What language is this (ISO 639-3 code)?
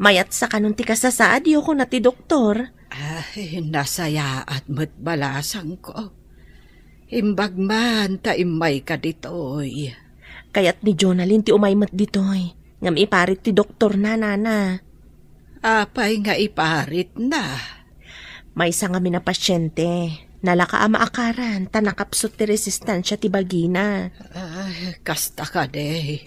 ilo